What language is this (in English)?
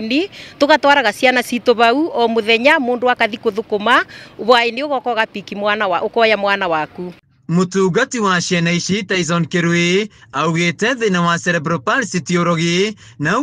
Kikuyu